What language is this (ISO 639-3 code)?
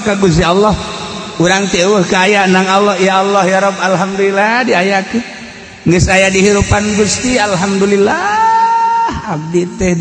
sun